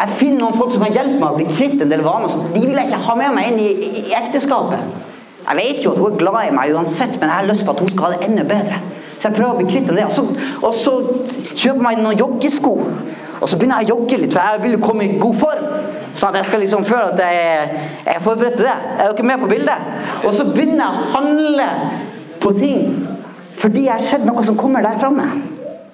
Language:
Norwegian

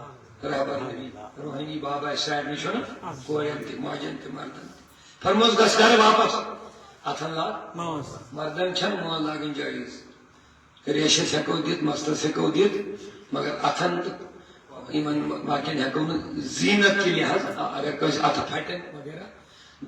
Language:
Kashmiri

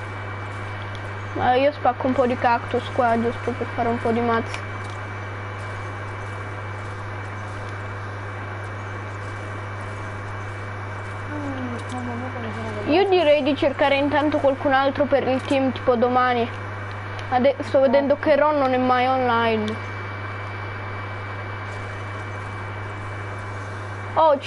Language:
Italian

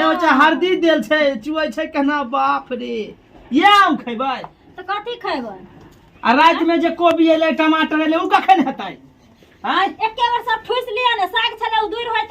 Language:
Maithili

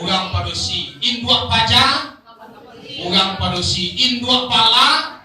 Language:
Minangkabau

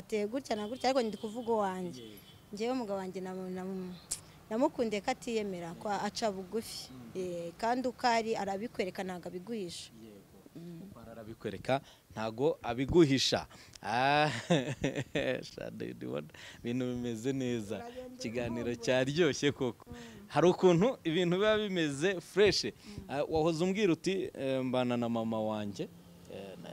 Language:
Kinyarwanda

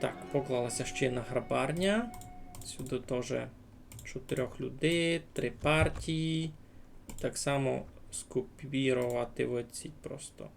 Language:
Rusyn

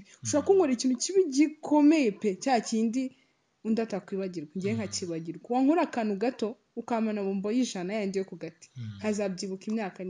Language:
Kinyarwanda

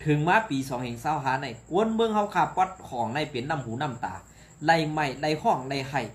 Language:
Shan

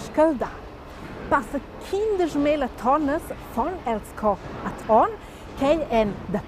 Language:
Romansh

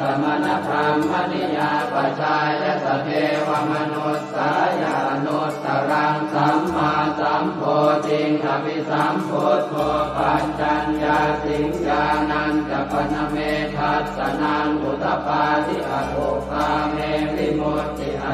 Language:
Pali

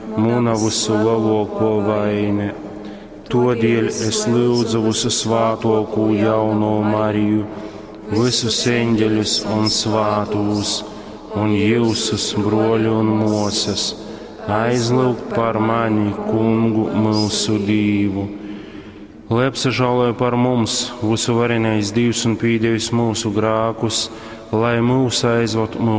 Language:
Latgalian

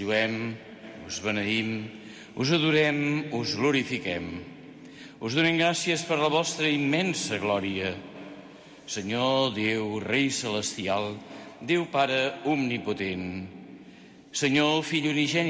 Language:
Catalan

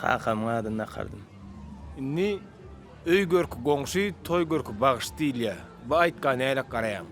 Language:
Turkmen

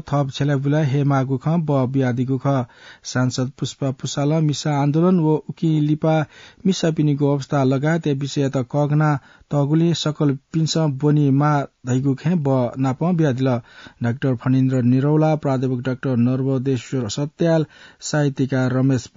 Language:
Newari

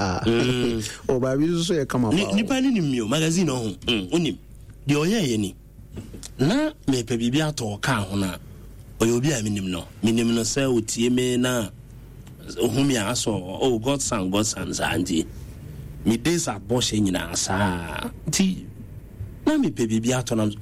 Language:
Akan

